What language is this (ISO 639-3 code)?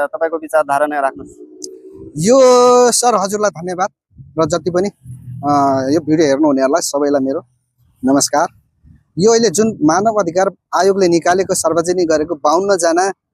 nep